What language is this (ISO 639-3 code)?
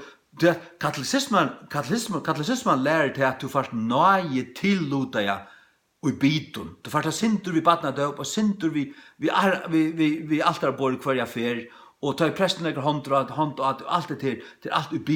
fao